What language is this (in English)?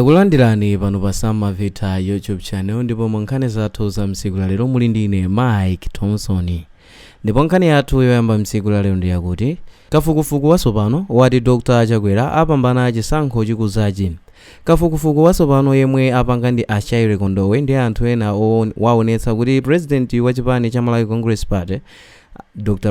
Nyanja